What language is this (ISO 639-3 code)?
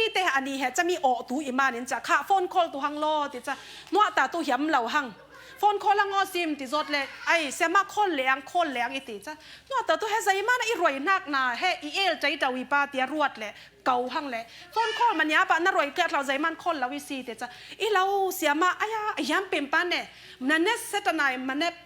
cfm